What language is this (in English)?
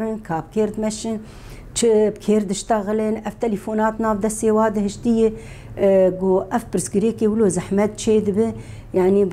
Kurdish